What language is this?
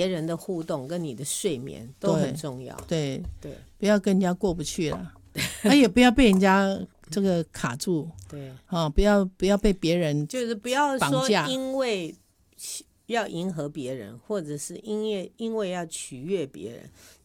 Chinese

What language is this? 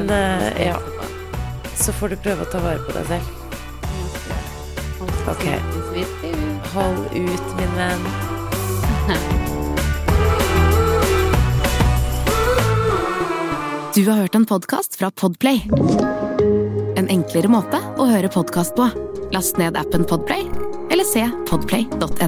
Norwegian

